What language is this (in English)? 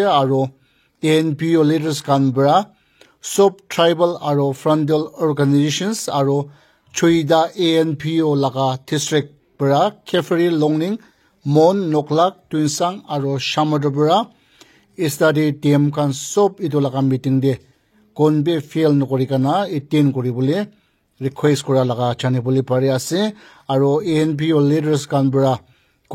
Naga Pidgin